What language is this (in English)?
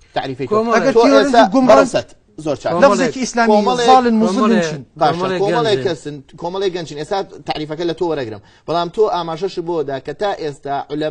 Central Kurdish